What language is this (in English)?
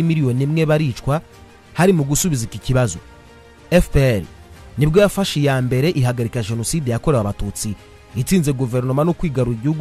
Kinyarwanda